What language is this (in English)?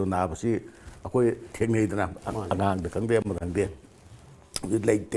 Manipuri